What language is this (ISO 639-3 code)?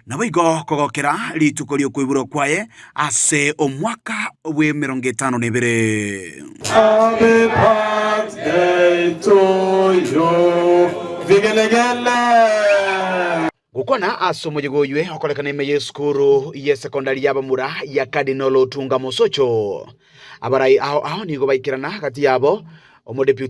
guz